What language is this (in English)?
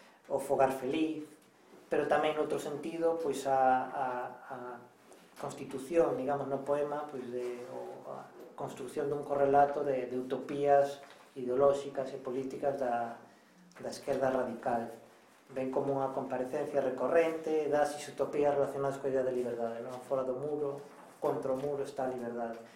Galician